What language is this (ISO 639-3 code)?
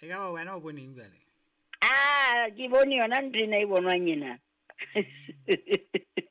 sot